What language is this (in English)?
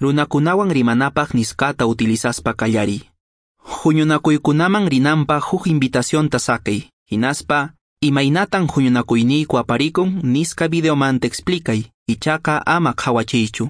Quechua